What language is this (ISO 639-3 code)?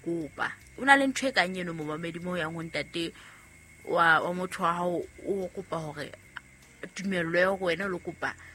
sot